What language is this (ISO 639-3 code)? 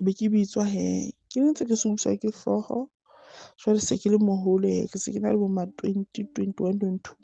sot